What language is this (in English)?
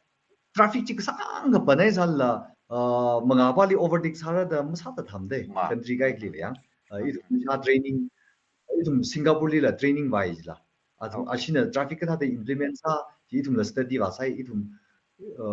Tangkhul Naga (India)